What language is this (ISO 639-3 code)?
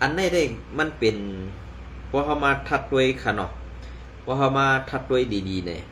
shn